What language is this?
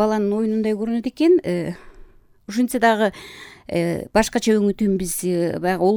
Kyrgyz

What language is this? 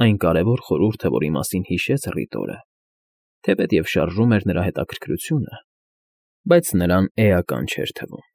Armenian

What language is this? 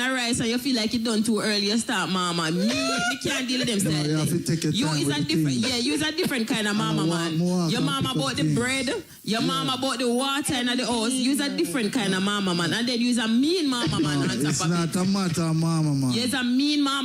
Jamaican Creole English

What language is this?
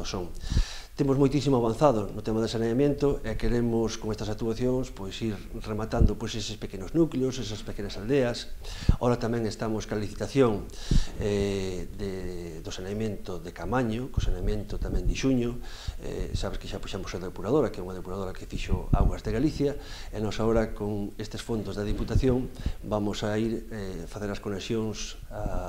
Galician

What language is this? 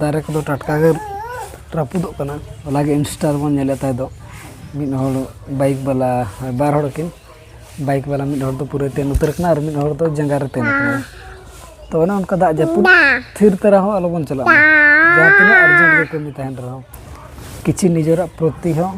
Santali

